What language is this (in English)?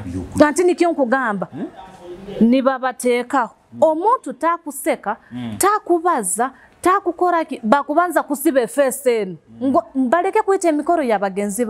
Nyoro